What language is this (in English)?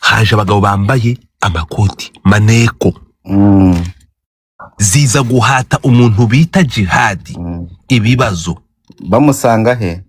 Kinyarwanda